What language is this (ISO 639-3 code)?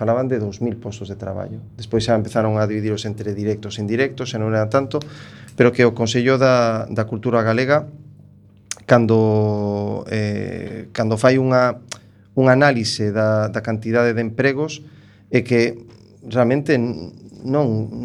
glg